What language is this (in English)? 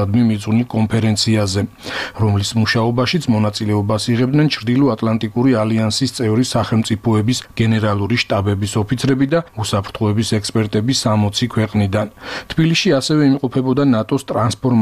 Georgian